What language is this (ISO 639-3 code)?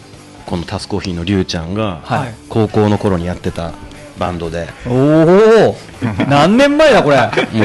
jpn